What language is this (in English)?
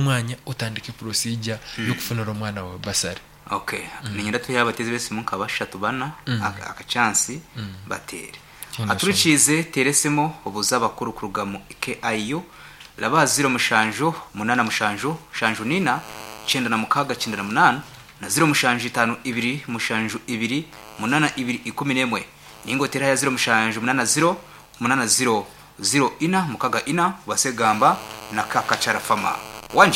Nyankole